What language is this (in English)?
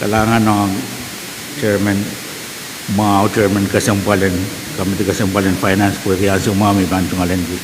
Pohnpeian